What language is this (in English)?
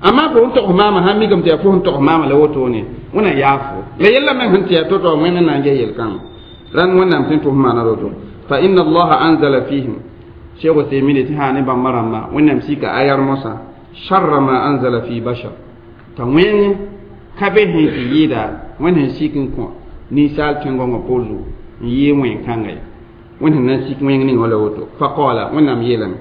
Mossi